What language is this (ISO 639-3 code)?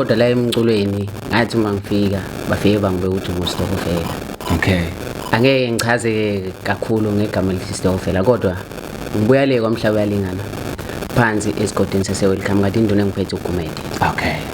zul